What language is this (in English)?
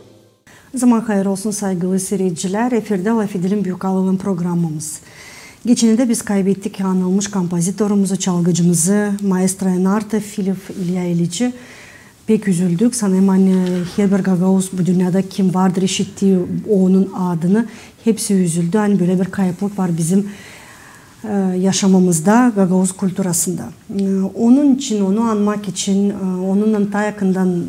Gagauz